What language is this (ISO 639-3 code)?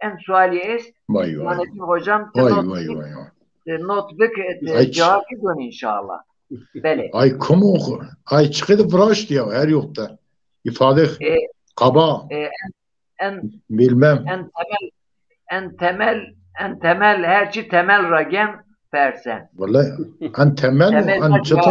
zza